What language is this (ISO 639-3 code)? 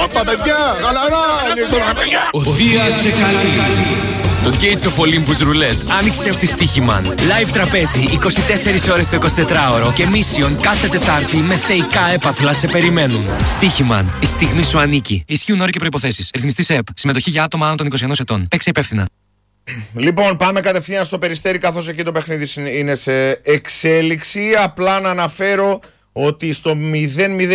ell